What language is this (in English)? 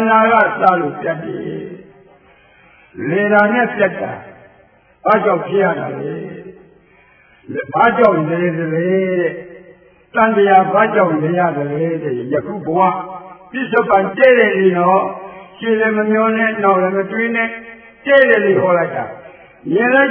Burmese